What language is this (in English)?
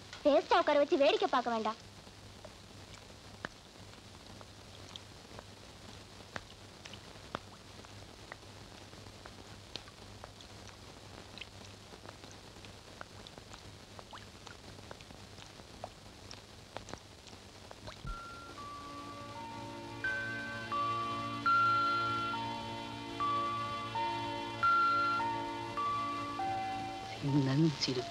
Tamil